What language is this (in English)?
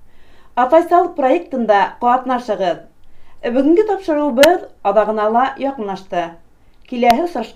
Bashkir